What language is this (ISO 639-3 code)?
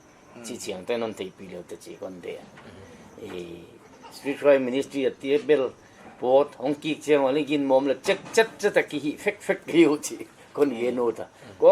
pck